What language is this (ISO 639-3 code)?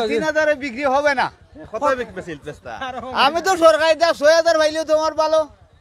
syl